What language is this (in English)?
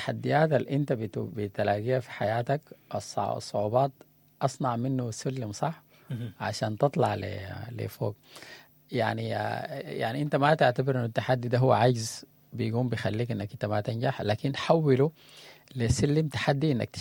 Sudanese Arabic